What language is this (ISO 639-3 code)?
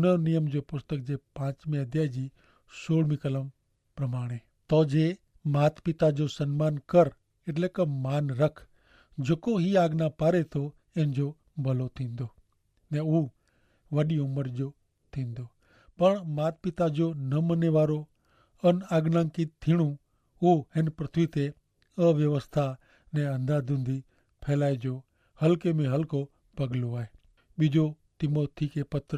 kfr